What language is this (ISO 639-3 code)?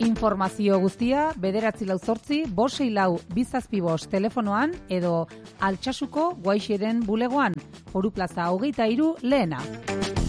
eus